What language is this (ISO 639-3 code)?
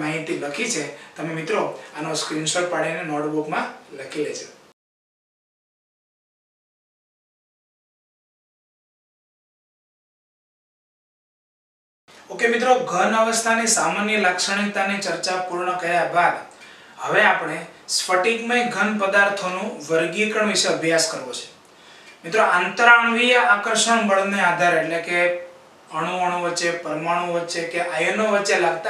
guj